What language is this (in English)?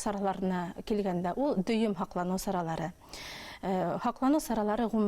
Bashkir